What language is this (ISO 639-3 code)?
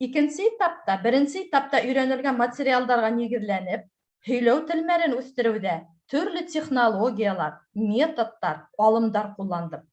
bak